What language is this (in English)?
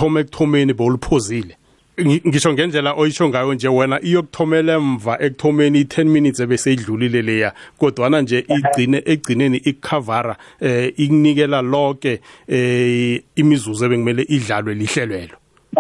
South Ndebele